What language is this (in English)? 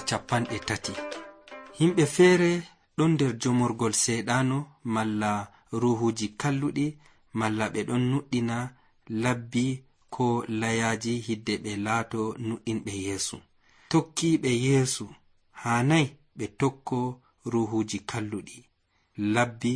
Nigerian Fulfulde